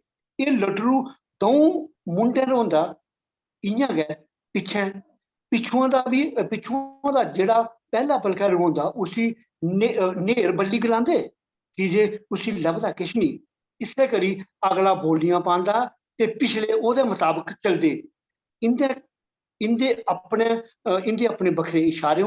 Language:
Dogri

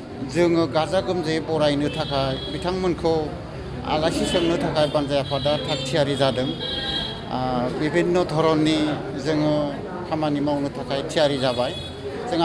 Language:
Bodo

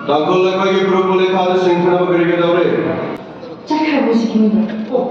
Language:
Manipuri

